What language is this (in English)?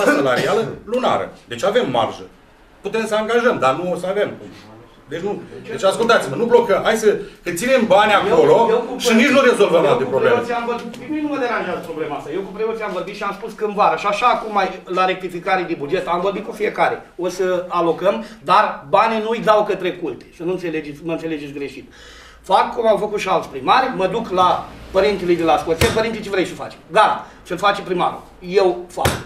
Romanian